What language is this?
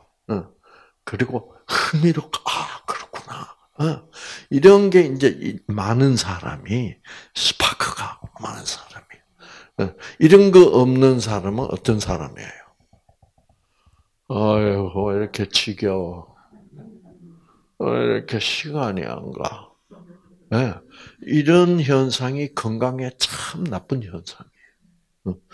Korean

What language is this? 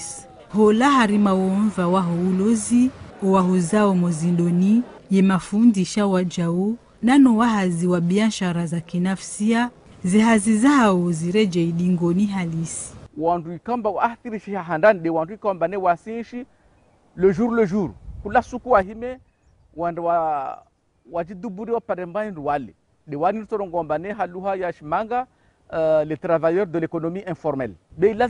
Ngazidja Comorian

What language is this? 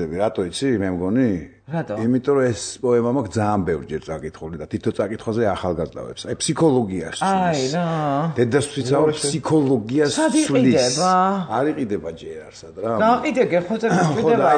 Georgian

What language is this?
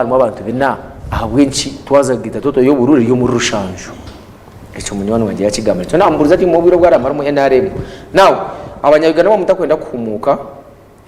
Nyankole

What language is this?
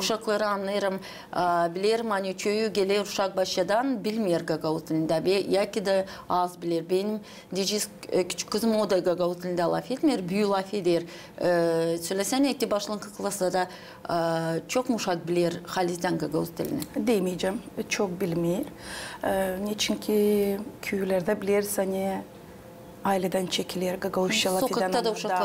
Gagauz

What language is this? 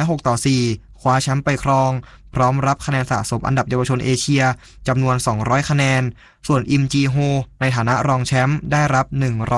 Thai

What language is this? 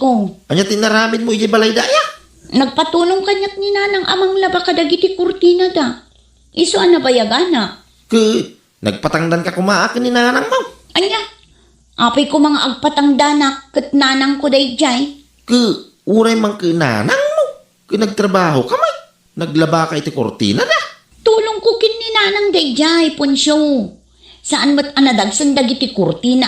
Iloko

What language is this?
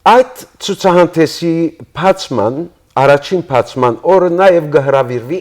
Western Armenian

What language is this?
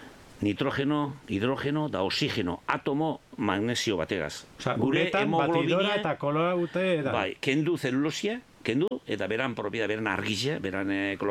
Basque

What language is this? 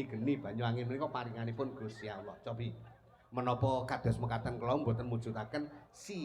Javanese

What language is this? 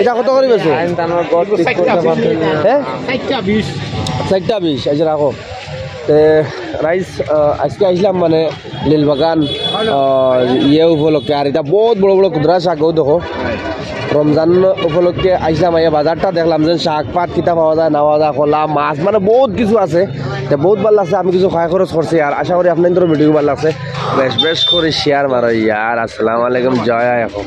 Sylheti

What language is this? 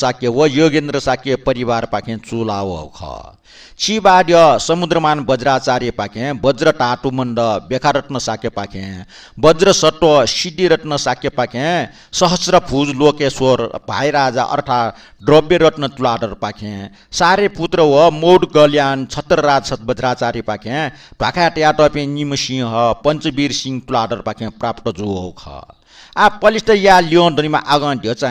Newari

